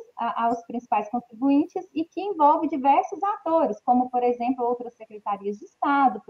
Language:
Portuguese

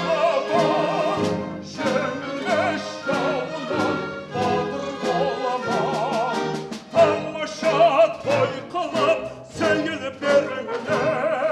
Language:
Kara-Kalpak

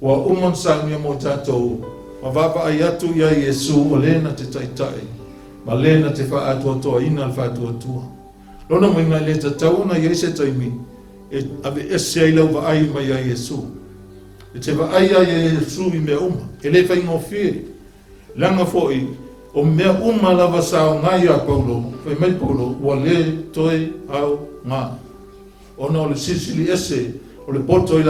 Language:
Samoan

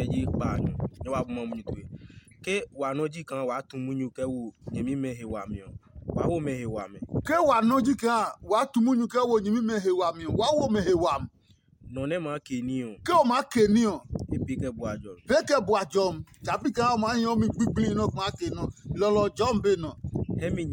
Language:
Adangme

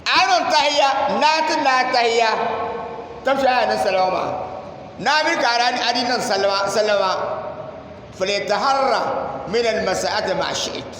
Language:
Dagbani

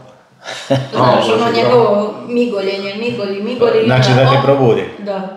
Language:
Croatian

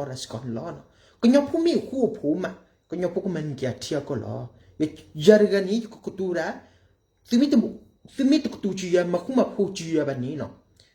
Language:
S'gaw Karen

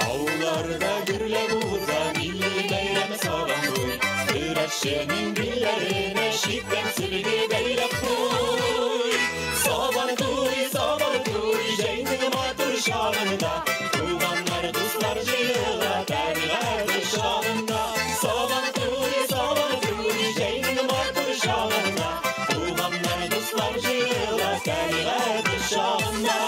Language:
Tatar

